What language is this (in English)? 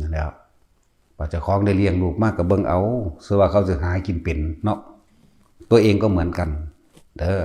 Northeastern Thai